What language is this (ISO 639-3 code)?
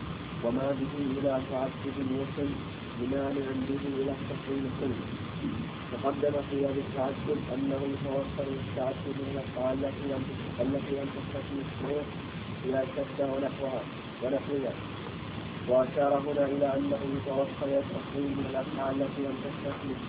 ara